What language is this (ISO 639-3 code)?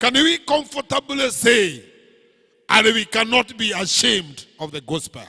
kik